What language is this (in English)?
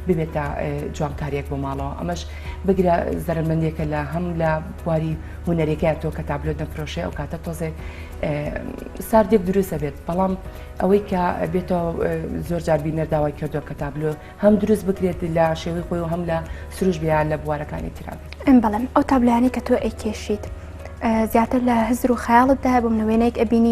Central Kurdish